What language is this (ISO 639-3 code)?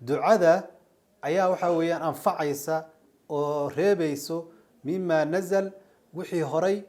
som